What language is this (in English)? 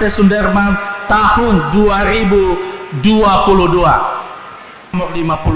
Nias